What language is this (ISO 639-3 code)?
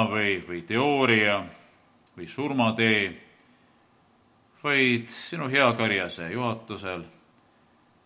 est